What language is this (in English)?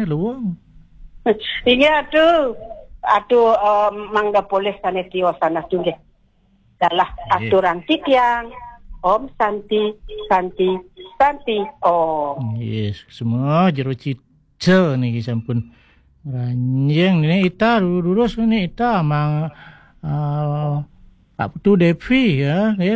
Balinese